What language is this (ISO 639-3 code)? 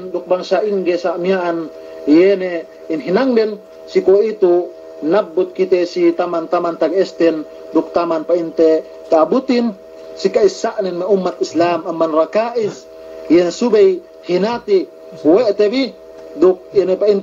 yka